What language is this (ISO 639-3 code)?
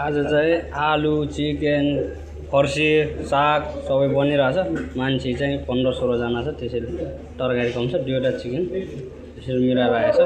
nep